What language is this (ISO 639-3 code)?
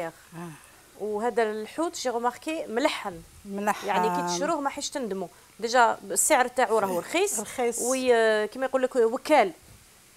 arq